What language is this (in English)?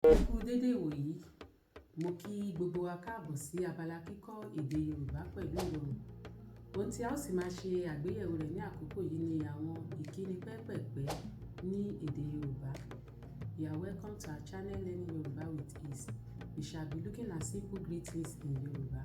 Yoruba